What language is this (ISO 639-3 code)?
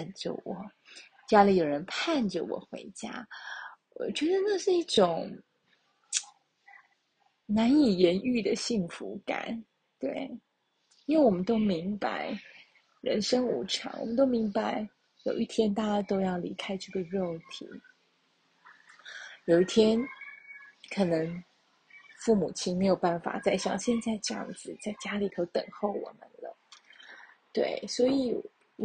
zho